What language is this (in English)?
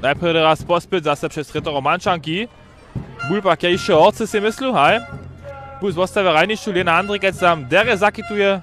Upper Sorbian